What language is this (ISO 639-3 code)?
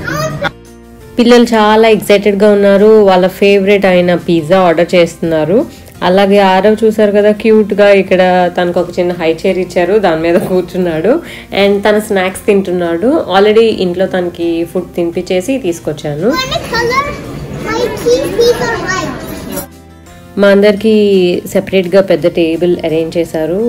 tel